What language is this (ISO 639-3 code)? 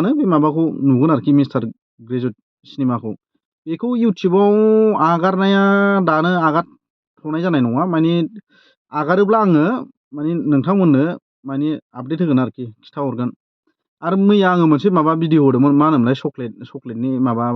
brx